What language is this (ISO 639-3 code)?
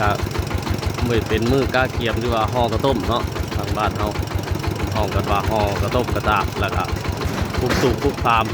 tts